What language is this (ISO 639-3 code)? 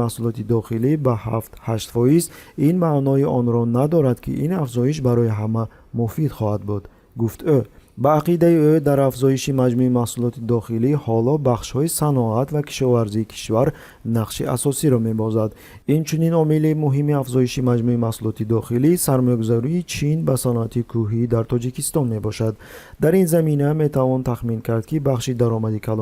tgk